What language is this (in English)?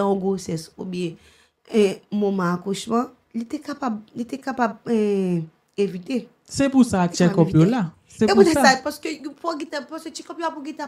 Haitian Creole